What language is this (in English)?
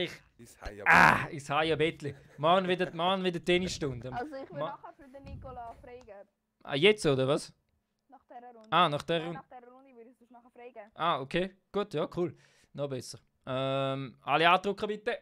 Swiss German